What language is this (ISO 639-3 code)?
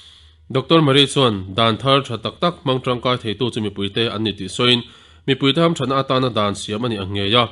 lus